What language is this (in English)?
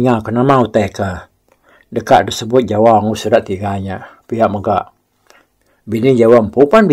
Iban